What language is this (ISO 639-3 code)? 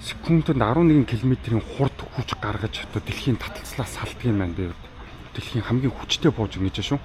mon